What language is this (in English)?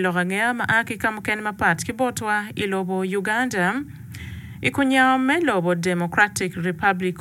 Acoli